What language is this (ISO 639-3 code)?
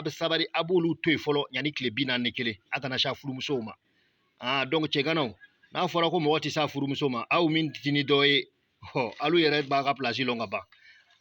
bam